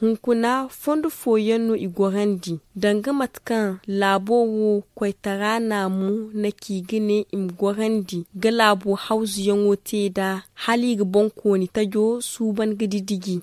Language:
Zarma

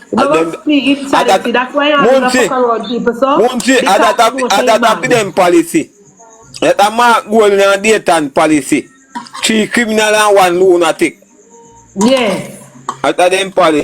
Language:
Jamaican Creole English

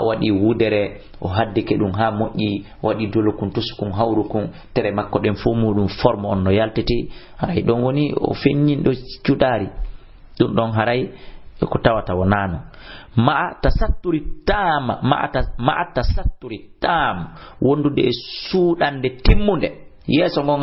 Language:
Fula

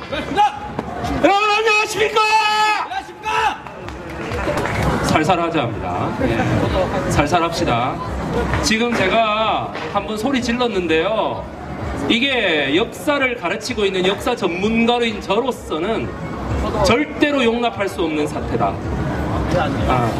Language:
Korean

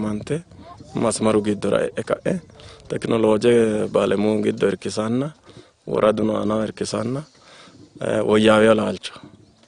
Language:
Sidamo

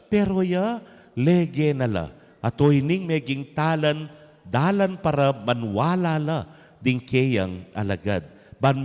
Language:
Pampanga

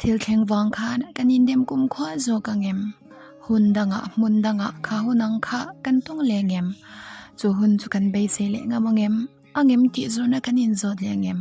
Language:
Mizo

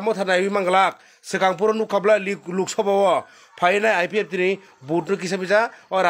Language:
Kok Borok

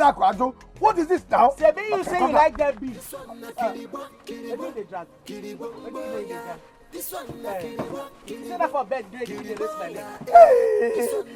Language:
Nigerian Pidgin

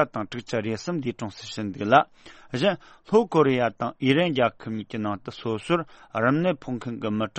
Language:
Tibetan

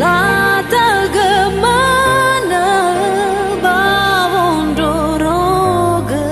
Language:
Nias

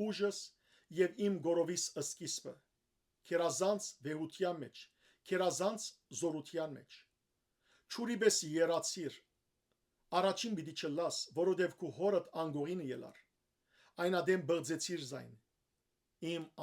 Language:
Western Armenian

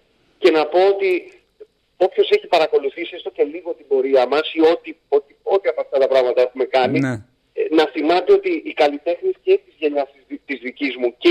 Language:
Greek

